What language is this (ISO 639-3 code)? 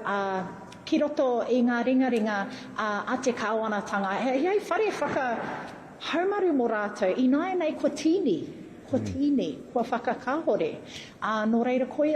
mri